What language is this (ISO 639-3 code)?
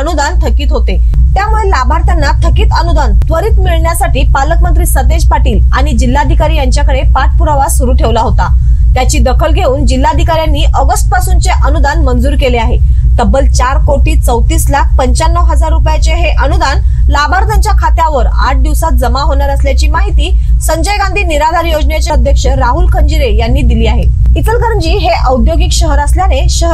mar